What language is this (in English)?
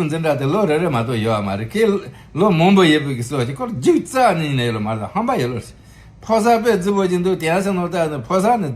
Tibetan